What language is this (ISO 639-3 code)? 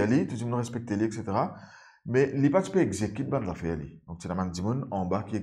mfe